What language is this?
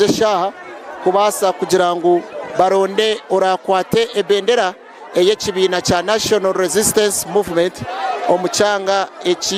Nyankole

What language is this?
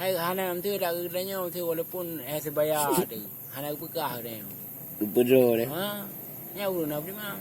Achinese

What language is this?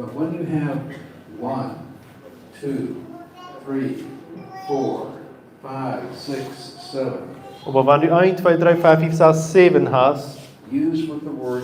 Plautdietsch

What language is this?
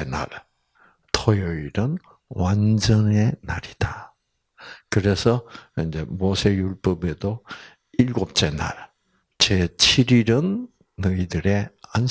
Korean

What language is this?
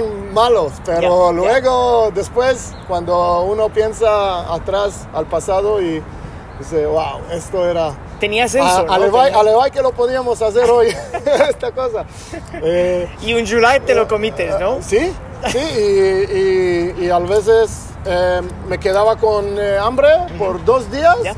Ladino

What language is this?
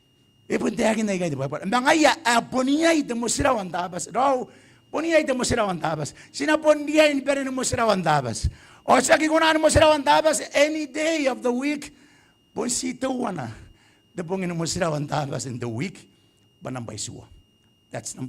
Gilbertese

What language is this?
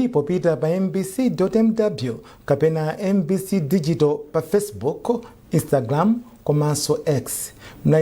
Nyanja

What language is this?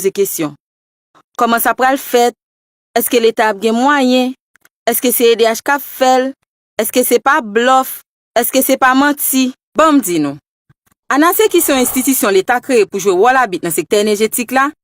Haitian Creole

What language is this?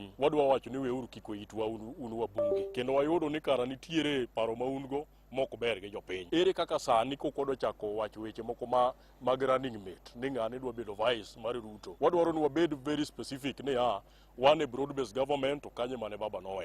Luo (Kenya and Tanzania)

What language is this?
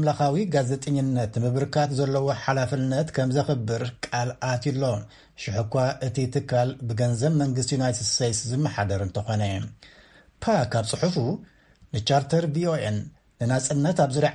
Tigrinya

